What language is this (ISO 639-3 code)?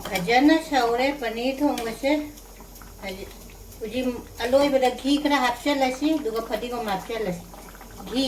mni